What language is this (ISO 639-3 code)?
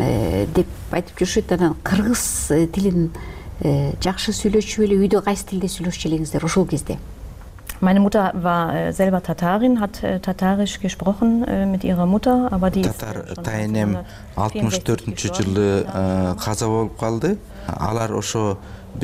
kir